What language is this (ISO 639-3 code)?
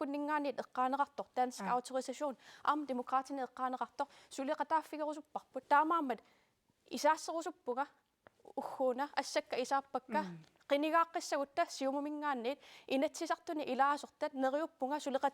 kal